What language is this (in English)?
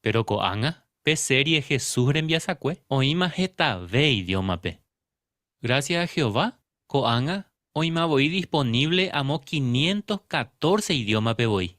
Guarani